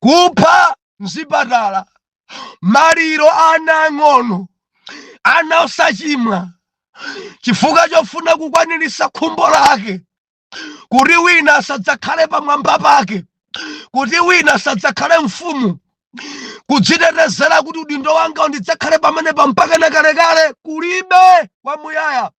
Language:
Nyanja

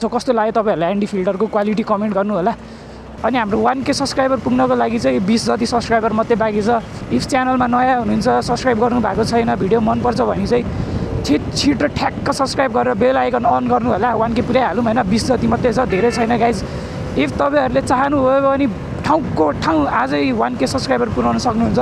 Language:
Nepali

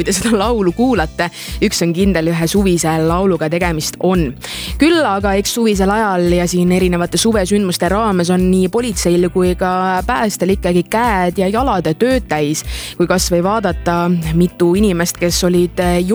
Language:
Estonian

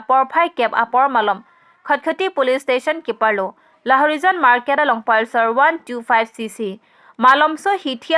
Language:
Karbi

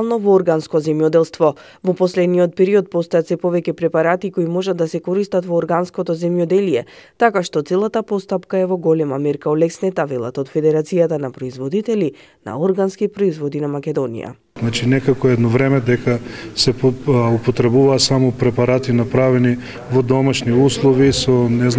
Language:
Macedonian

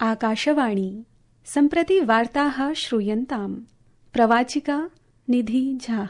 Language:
Sanskrit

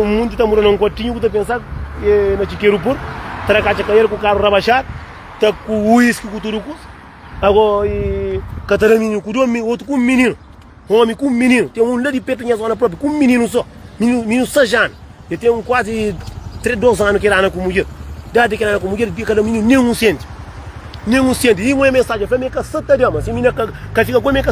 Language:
Kabuverdianu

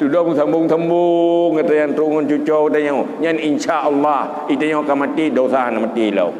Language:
Achinese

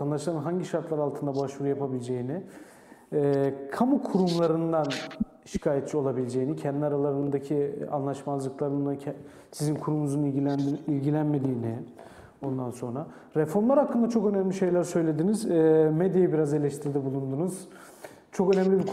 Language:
Turkish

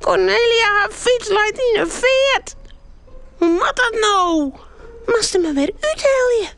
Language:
Western Frisian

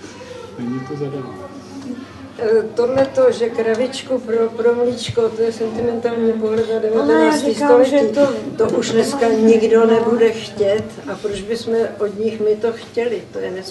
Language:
Czech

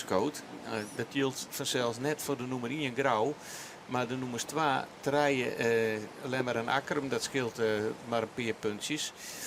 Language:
Western Frisian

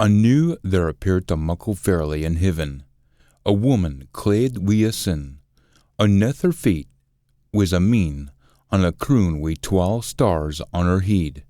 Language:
Scots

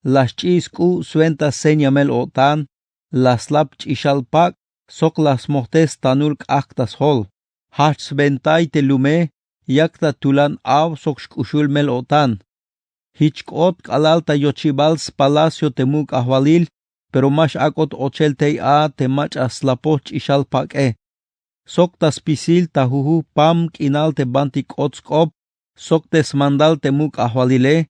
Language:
Tzeltal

